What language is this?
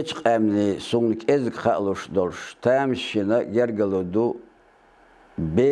Chechen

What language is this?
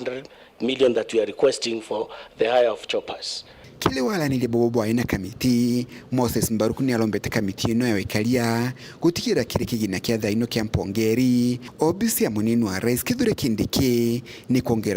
Meru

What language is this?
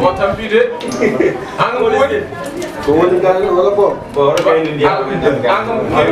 Fula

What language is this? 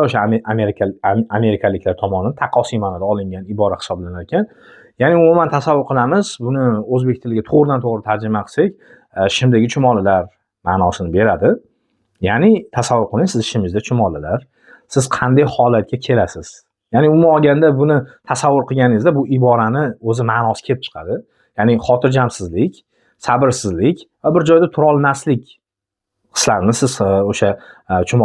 Uzbek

